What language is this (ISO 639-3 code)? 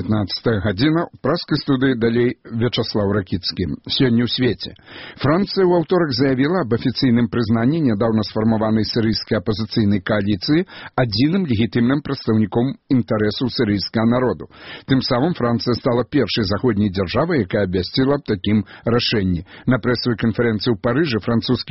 bel